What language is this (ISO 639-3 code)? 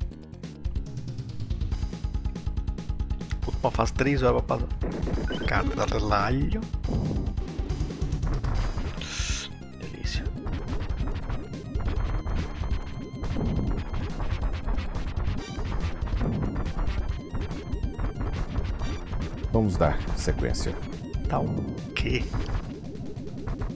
por